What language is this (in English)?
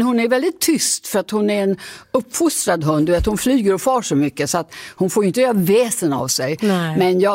Swedish